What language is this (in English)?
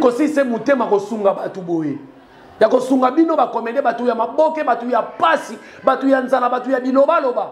Lingala